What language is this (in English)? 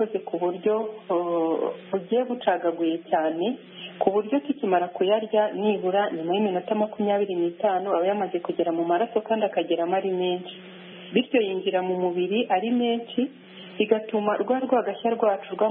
Kinyarwanda